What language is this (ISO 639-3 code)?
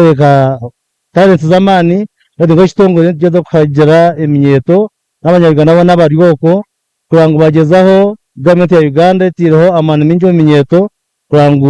nyn